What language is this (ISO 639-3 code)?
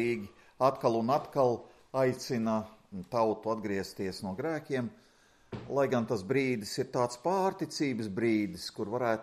lav